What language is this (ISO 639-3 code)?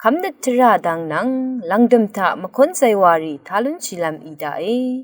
raw